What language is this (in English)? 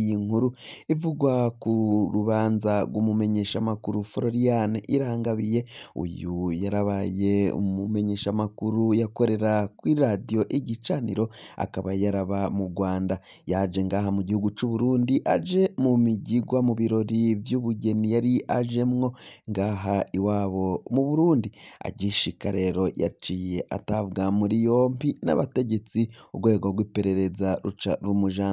Rundi